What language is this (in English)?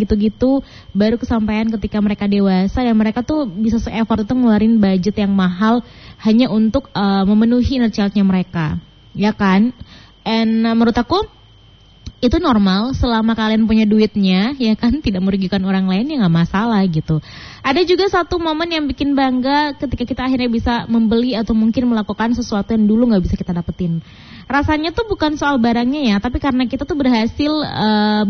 Indonesian